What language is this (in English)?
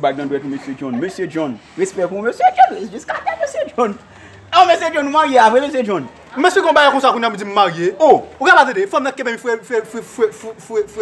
Haitian Creole